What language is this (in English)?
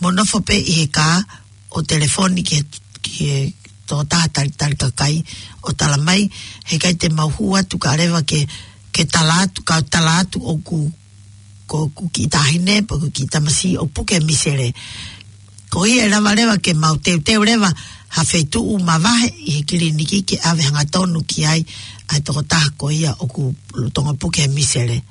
Tongan